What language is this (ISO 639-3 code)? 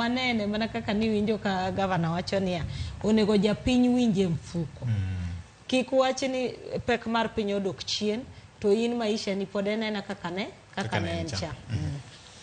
luo